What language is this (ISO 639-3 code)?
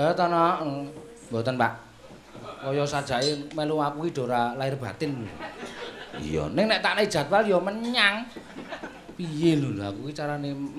jav